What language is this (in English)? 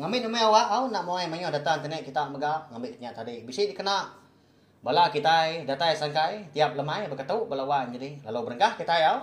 Iban